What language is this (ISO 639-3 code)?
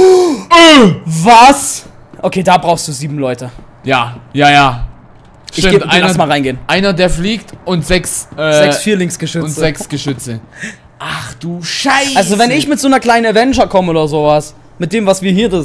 deu